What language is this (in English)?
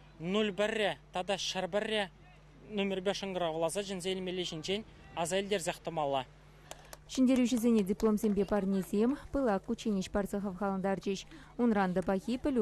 Chuvash